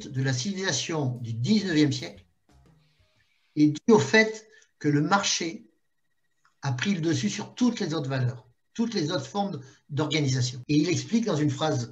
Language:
French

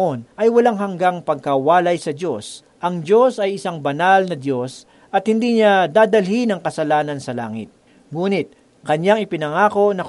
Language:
Filipino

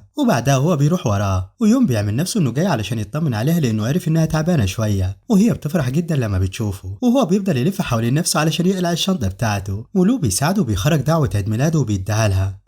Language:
Egyptian Arabic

